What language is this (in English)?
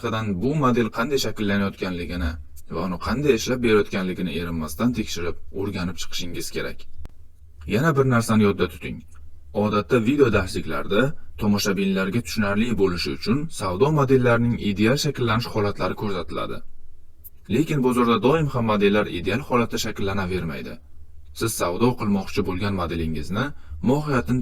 Uzbek